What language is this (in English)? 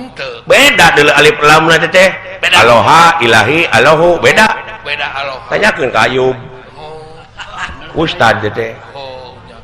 Sundanese